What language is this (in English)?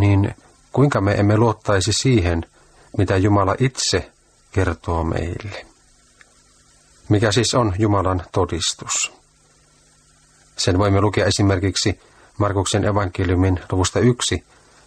Finnish